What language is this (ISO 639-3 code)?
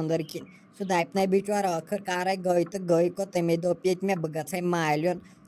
kas